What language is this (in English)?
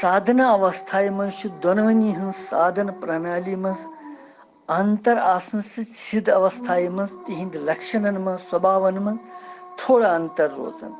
Kashmiri